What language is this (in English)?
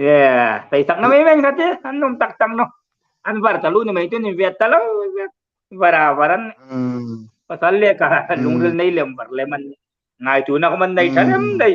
Hmar